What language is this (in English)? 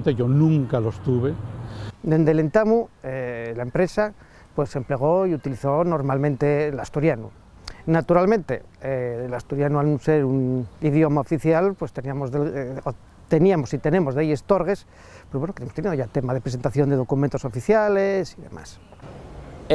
Asturian